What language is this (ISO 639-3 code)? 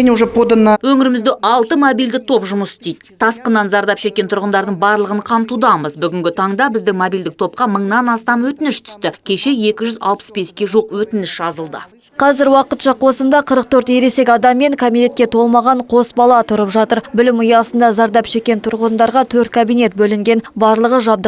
kaz